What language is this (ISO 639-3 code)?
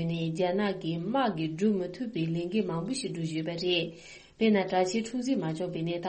bod